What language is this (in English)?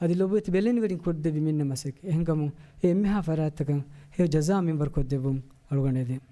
Divehi